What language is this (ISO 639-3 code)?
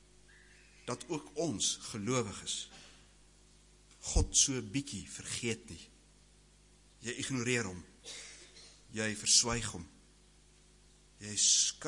afr